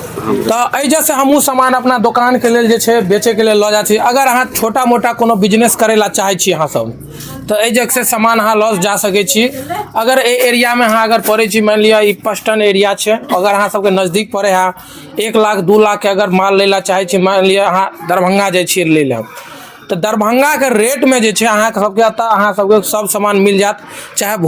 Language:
Maithili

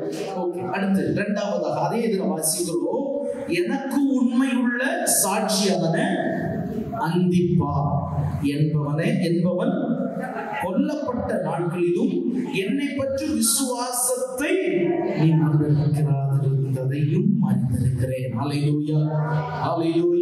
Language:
Tamil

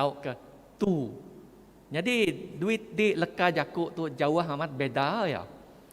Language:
Iban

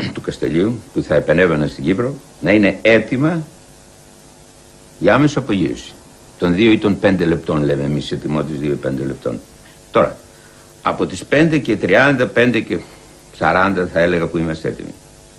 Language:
Greek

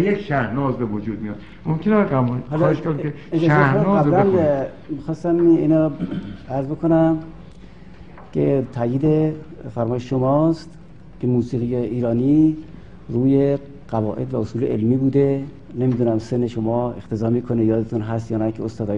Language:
Persian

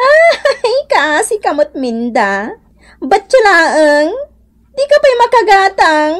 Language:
Iloko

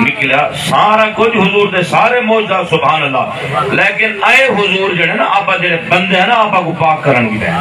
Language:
Saraiki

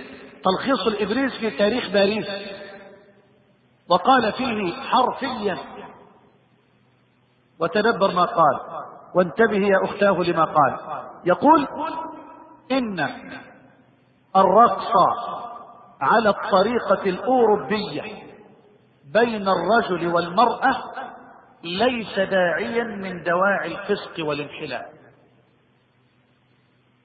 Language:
Arabic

